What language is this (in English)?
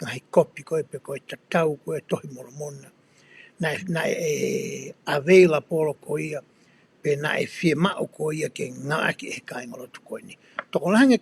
Tongan